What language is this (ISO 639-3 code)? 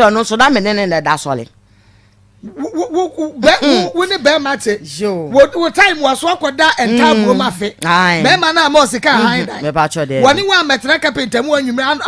aka